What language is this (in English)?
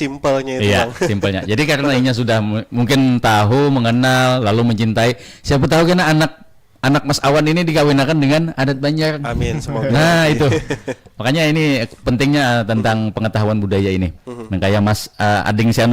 Banjar